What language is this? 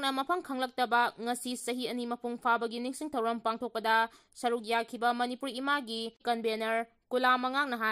Manipuri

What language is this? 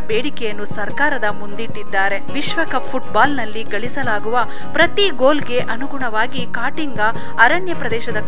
Kannada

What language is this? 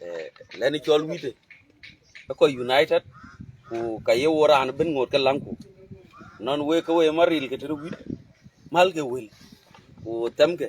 Dinka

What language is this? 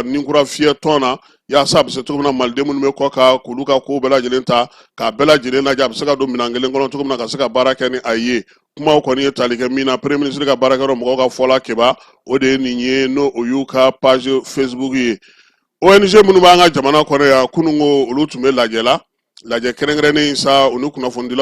Bambara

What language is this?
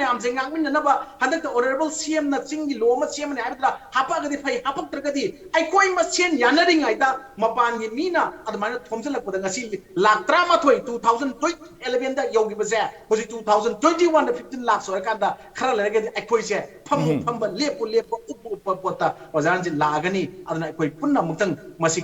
Manipuri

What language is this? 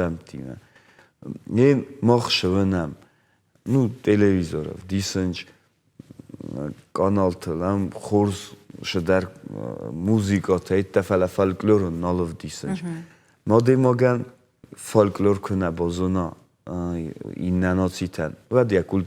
Ossetic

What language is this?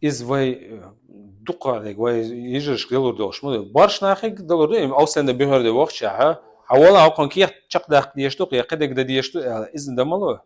Chechen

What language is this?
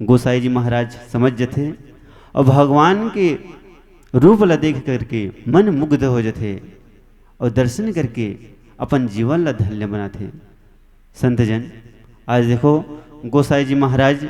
Chhattisgarhi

